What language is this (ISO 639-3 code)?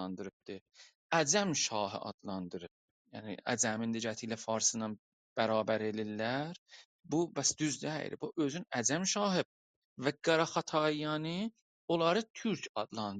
azb